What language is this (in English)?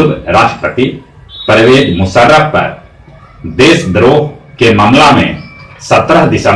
Magahi